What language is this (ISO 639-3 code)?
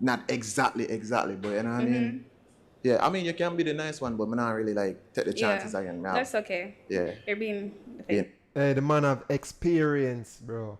jam